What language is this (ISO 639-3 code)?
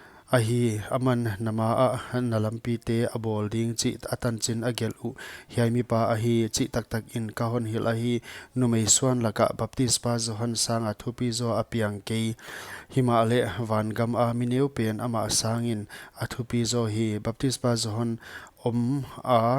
pck